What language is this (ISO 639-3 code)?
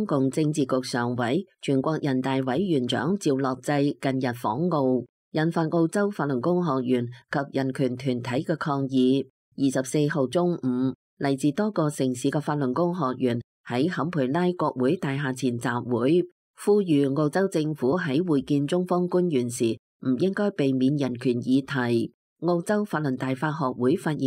yue